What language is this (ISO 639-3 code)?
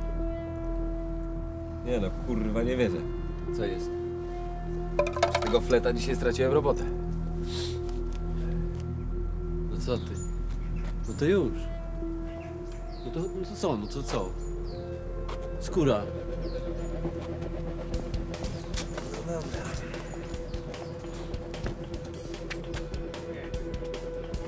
pol